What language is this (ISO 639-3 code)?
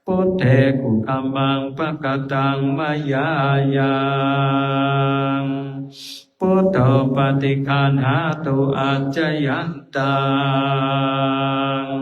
pli